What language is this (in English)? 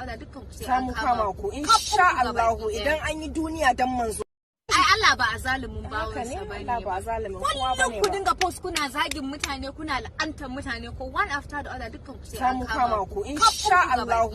Hausa